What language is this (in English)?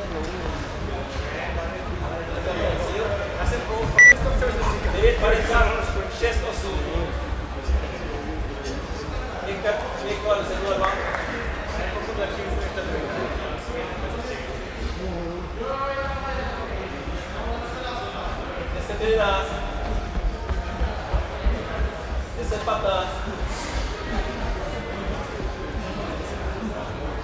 Czech